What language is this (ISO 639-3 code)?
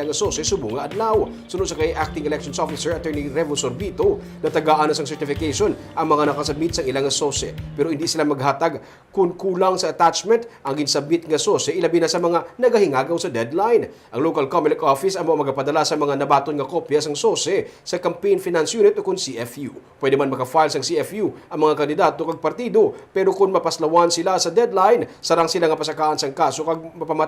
hil